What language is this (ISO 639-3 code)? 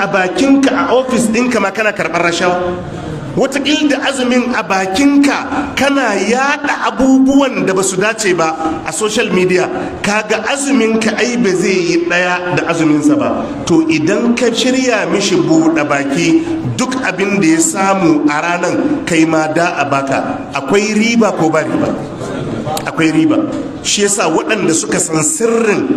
hau